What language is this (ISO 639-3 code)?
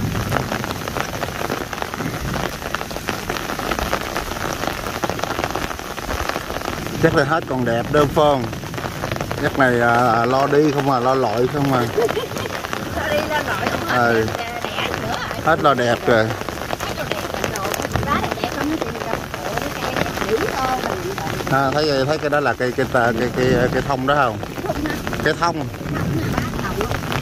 vie